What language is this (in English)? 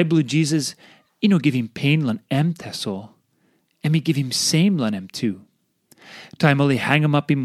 Tok Pisin